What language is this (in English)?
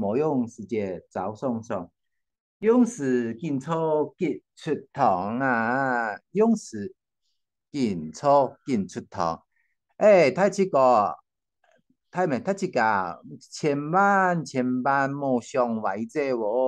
Hakka Chinese